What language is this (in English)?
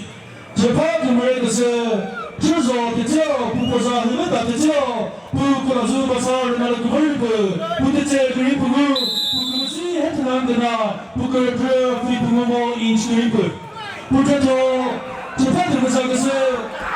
Chokri Naga